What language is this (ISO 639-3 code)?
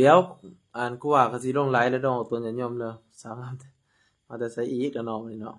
lao